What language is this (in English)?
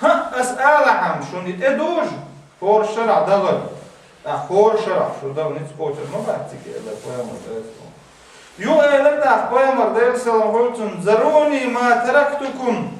Chechen